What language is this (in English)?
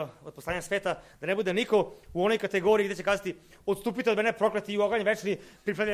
Serbian